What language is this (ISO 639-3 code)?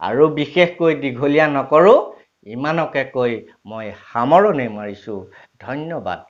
asm